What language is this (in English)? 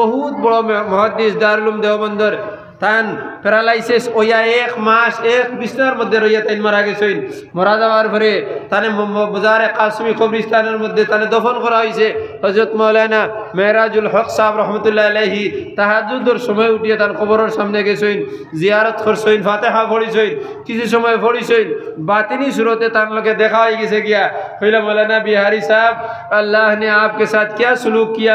Sylheti